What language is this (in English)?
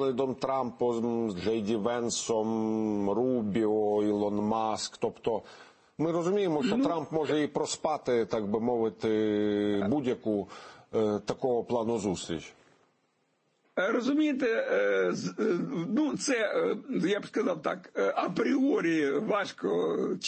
Ukrainian